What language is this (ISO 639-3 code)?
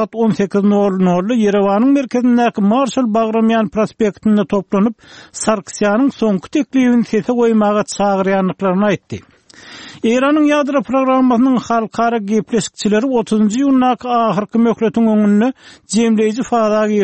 tuk